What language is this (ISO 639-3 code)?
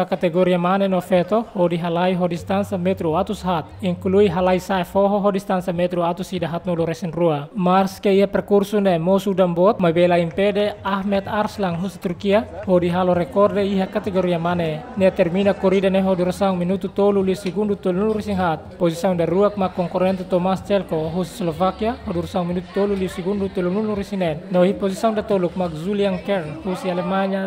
tet